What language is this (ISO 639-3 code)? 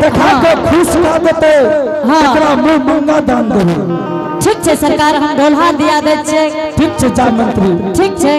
anp